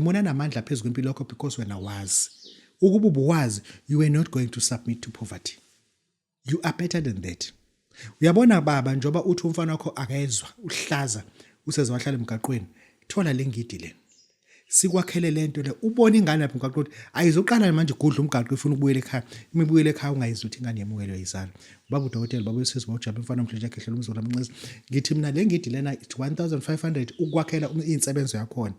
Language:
Zulu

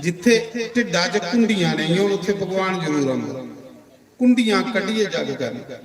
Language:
Dogri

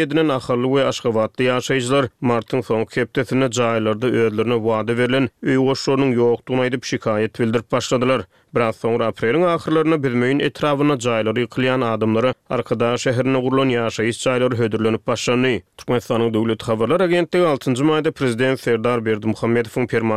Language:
Turkmen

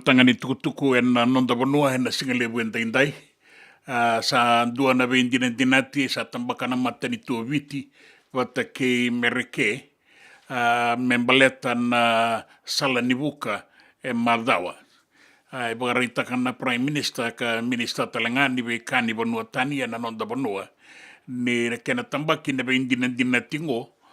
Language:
Fijian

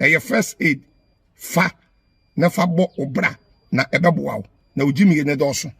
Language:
Akan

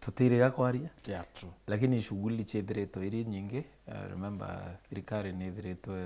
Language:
Meru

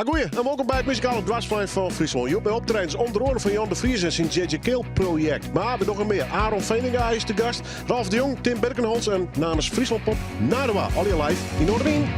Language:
Western Frisian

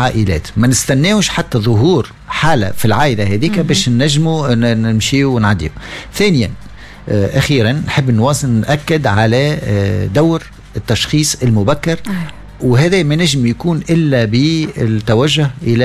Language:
Tunisian Arabic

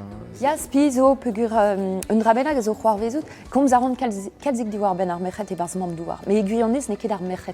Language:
Breton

